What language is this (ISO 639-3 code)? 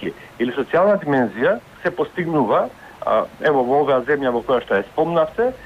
mkd